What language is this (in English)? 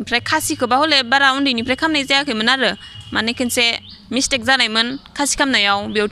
Bodo